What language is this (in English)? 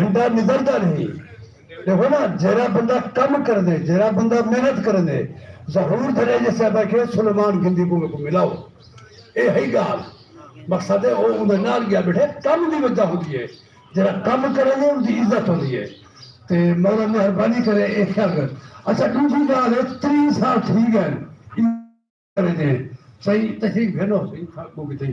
Saraiki